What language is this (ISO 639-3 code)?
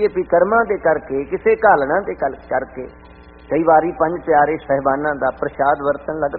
pan